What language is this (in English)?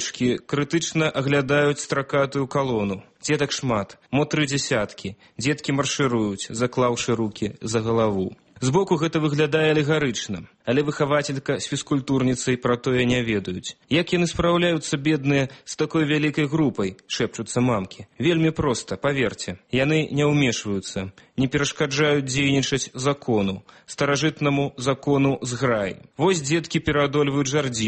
Belarusian